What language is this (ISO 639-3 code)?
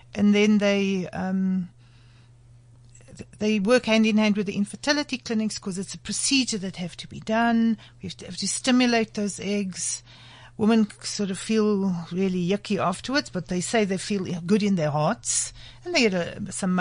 eng